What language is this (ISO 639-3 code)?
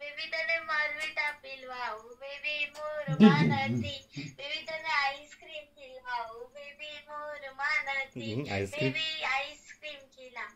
kok